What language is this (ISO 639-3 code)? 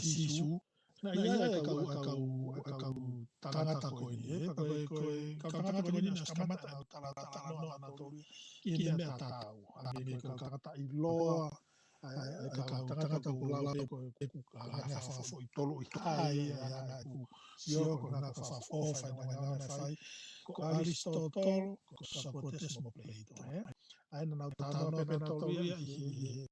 ton